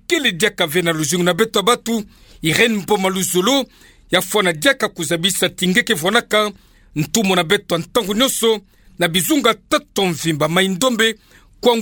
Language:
Kituba (Democratic Republic of Congo)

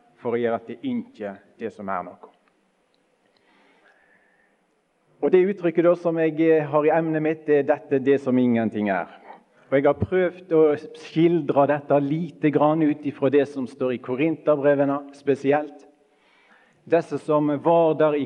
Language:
Norwegian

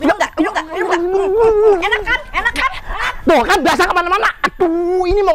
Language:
Betawi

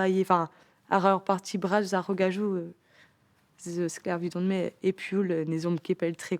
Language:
Breton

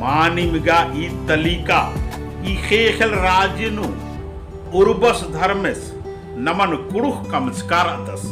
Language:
Kurukh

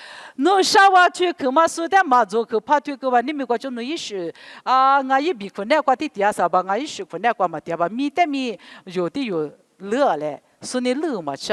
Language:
Lisu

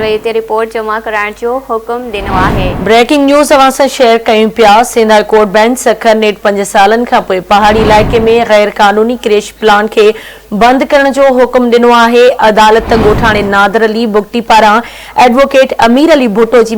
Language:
Sindhi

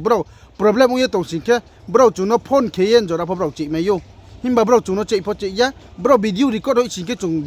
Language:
Riang (India)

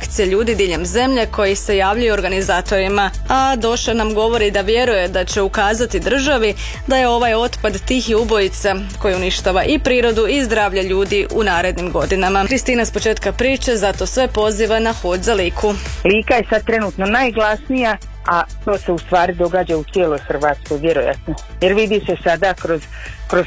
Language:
Croatian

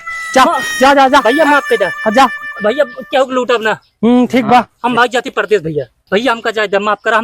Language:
Awadhi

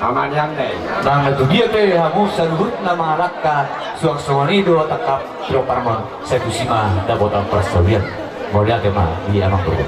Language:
Batak Toba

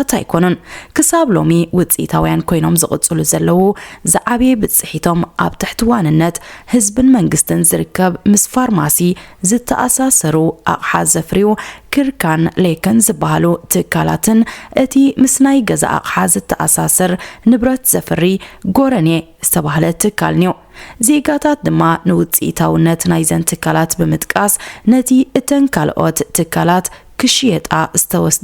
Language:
Tigrinya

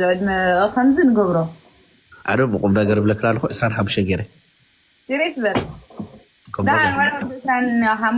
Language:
Tigrinya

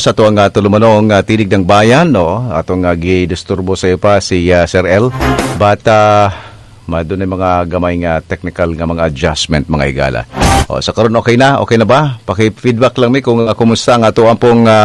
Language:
Cebuano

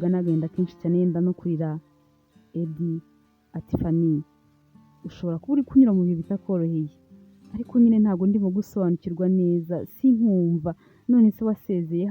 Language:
Kinyarwanda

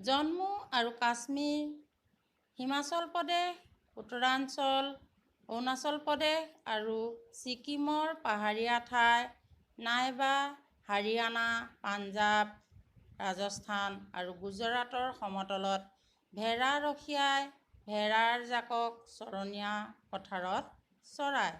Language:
Assamese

